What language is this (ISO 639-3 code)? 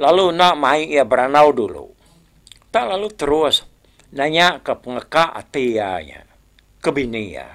iba